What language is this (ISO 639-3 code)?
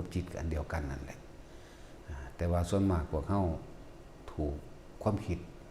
lao